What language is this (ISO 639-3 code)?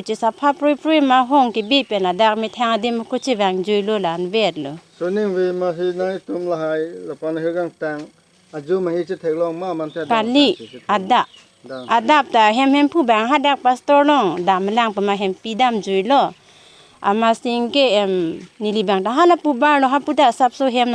mjw